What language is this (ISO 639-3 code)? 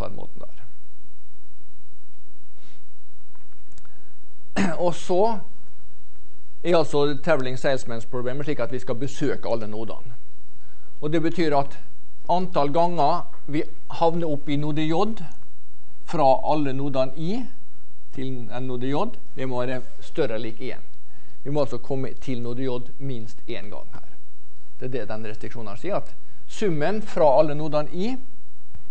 nor